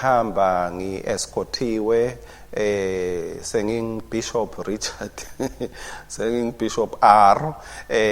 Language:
Swati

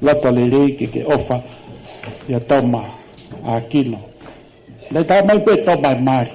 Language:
Tongan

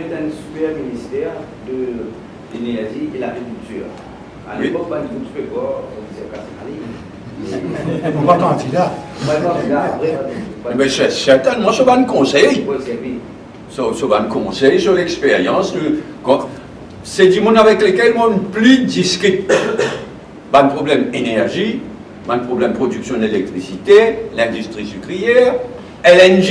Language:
Morisyen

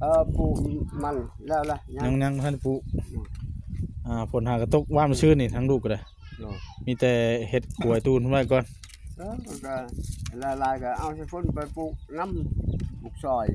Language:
Northeastern Thai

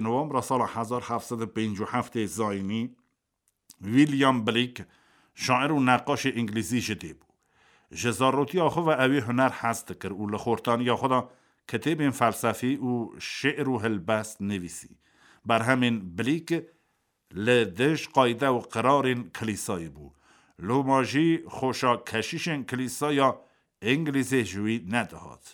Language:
Kurdish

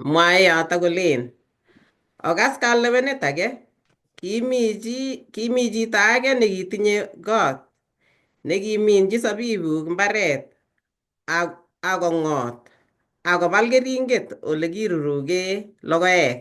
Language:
Kalenjin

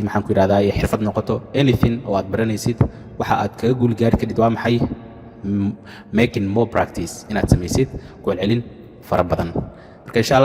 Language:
Somali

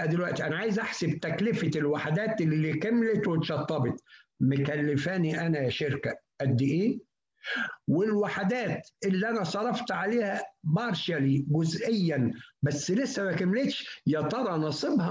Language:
Egyptian Arabic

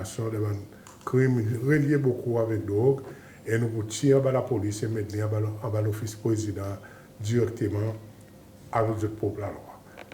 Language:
Seselwa Creole French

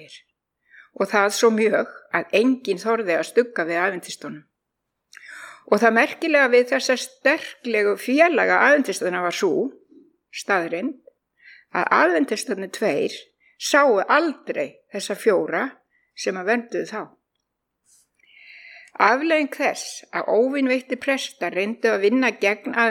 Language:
Icelandic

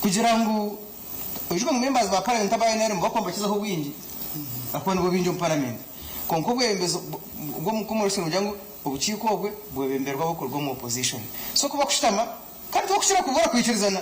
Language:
Nyankole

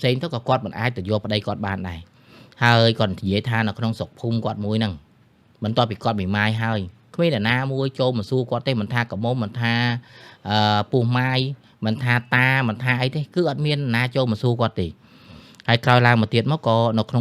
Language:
Khmer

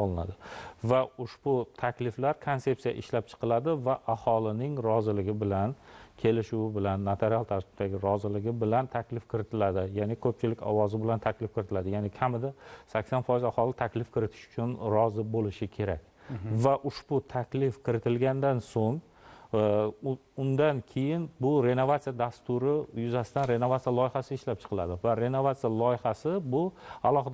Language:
Uzbek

